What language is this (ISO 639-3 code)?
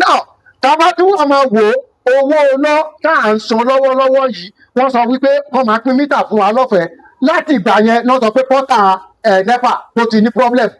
yor